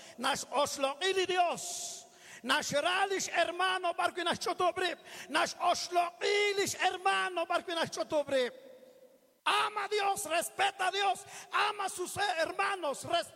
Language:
Kekchí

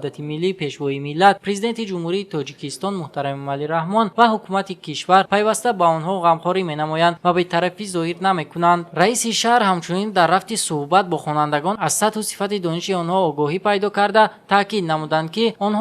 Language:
Tajik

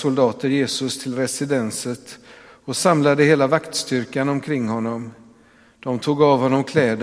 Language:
Swedish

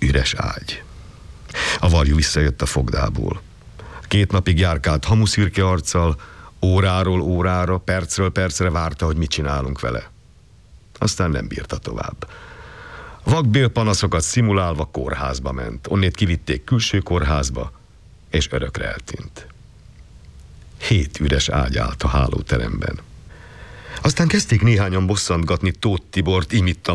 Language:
Hungarian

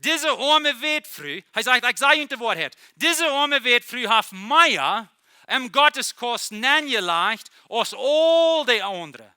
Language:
Plautdietsch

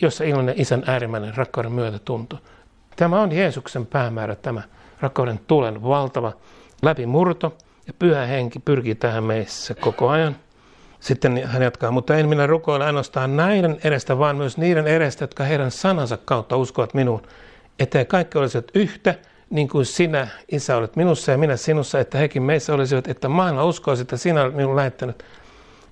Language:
Finnish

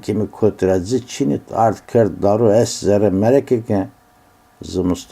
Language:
Zaza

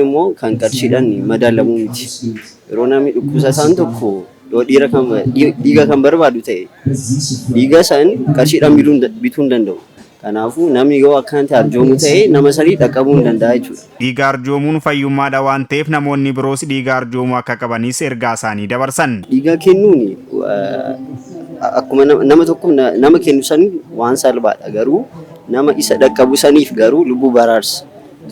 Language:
Oromo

